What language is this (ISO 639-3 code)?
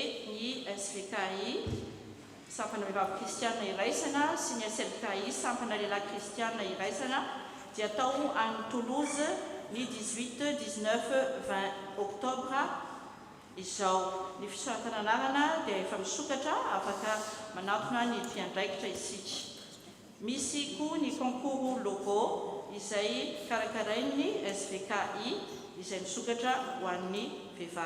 mlg